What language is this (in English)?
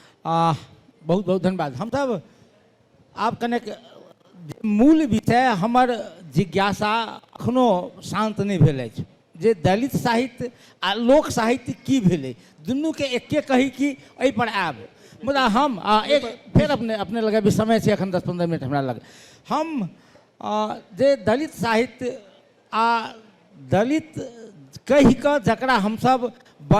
Maithili